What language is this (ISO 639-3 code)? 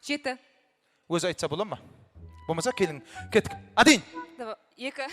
kaa